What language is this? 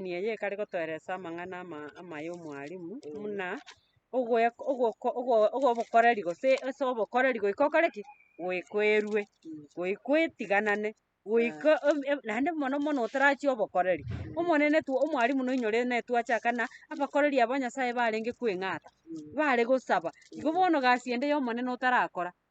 Gusii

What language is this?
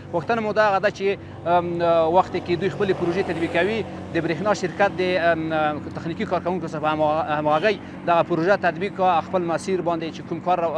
Pashto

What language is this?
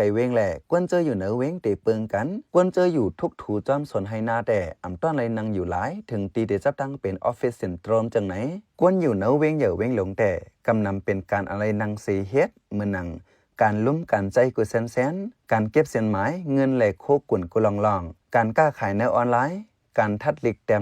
Shan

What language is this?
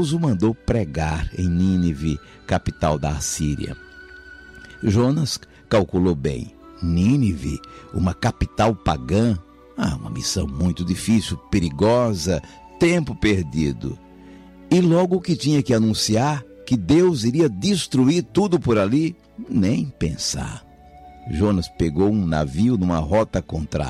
Portuguese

